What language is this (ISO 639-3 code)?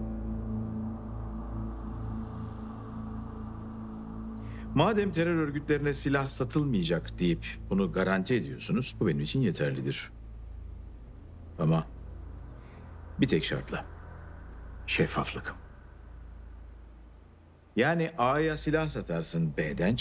tur